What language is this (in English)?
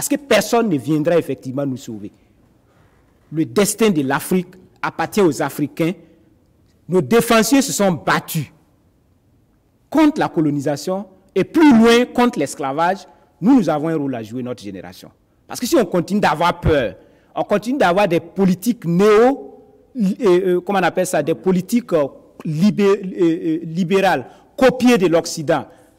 French